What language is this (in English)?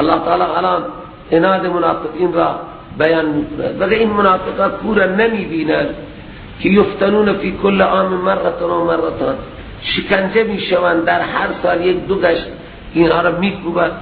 Persian